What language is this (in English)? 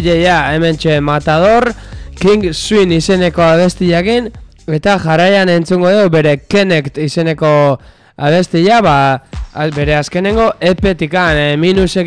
Basque